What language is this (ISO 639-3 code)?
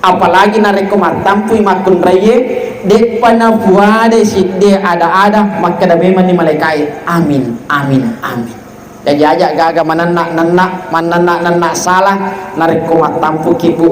bug